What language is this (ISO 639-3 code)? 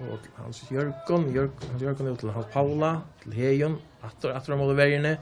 fao